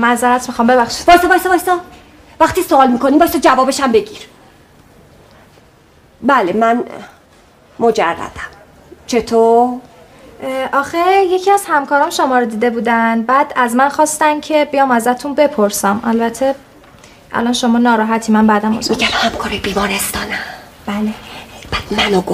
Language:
Persian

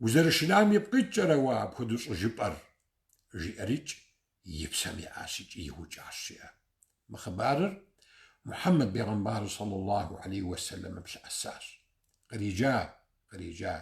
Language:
Kabardian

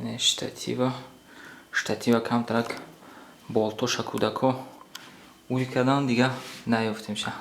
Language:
Tajik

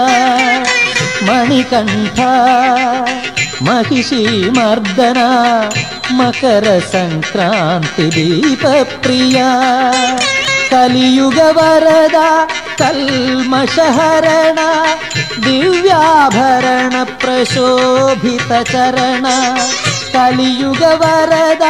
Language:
Telugu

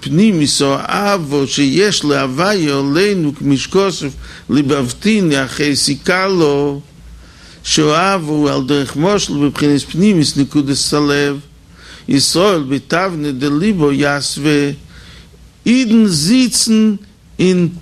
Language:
Yiddish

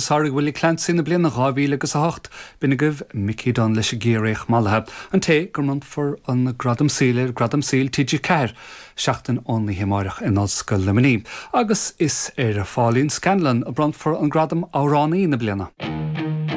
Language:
Irish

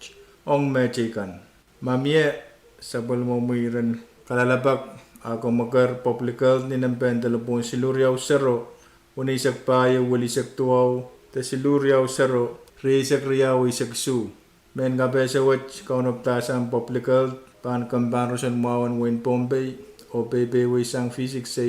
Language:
Pohnpeian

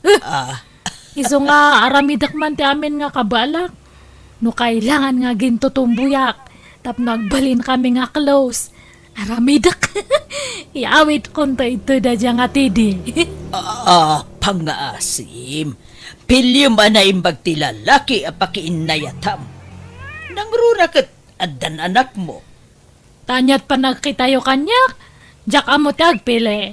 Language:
Iloko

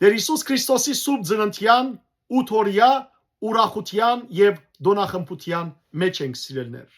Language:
Western Armenian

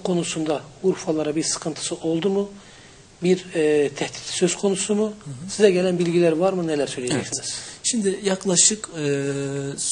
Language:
Turkish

